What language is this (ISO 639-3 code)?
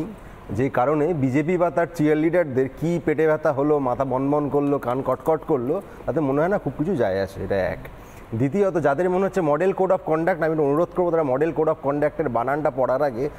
ben